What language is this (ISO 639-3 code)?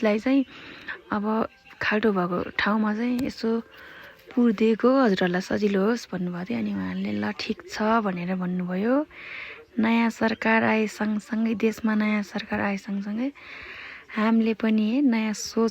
nep